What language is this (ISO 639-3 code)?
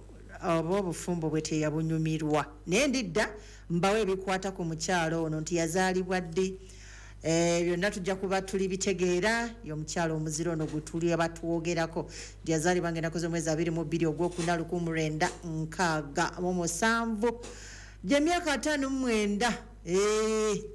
lug